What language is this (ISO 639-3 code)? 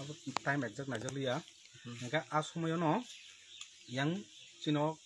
trp